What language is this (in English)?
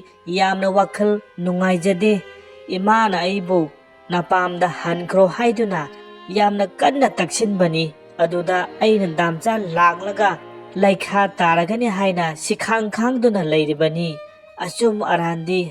Manipuri